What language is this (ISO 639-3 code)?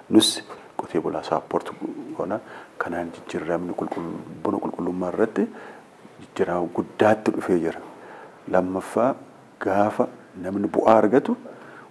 orm